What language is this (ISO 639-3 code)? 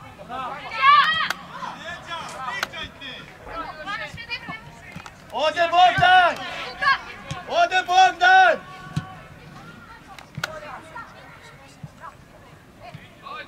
srp